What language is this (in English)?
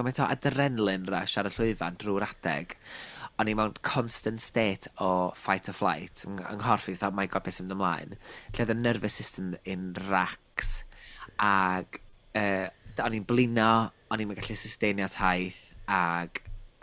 Welsh